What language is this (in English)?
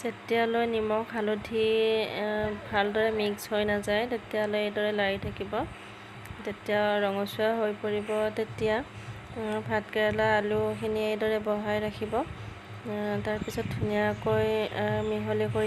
Assamese